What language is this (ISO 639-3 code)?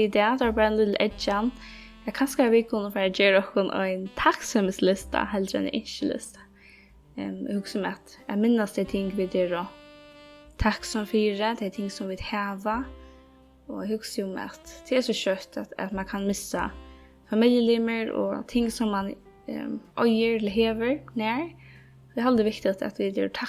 fao